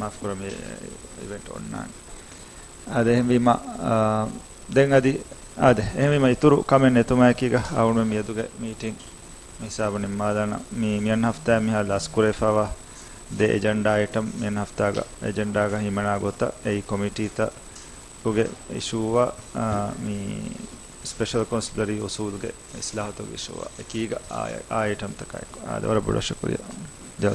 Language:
Divehi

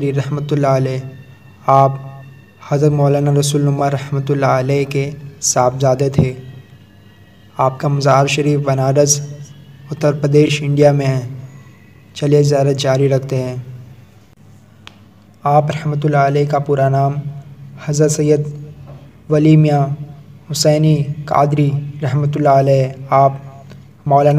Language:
Urdu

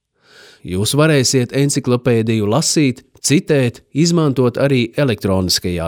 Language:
Latvian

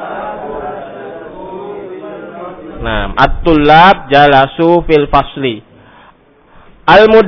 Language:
Indonesian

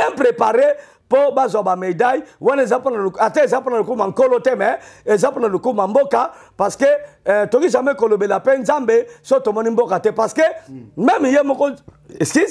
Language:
Lingala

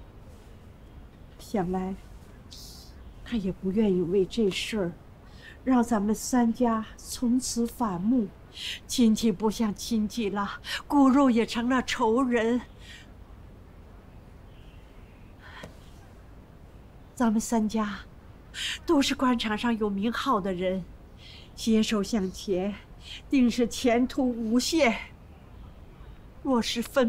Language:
Chinese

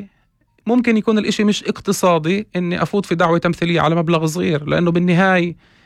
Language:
North Levantine Arabic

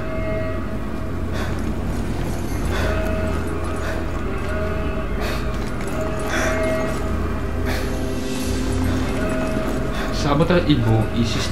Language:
Italian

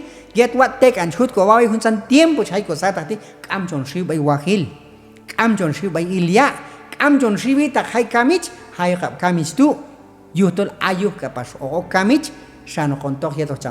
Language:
Q'anjob'al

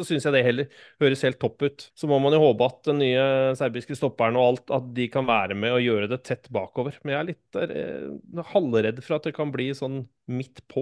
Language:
Norwegian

